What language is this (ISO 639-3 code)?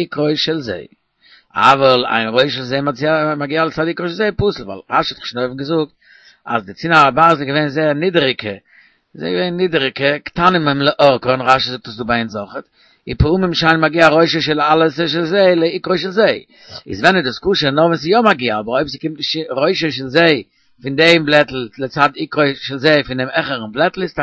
yid